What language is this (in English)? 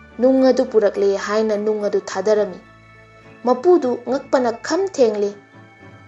Manipuri